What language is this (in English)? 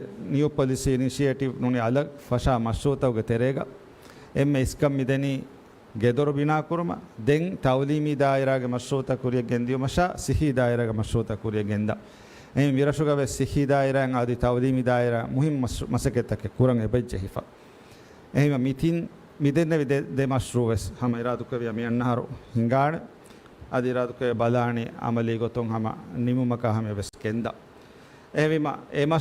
Divehi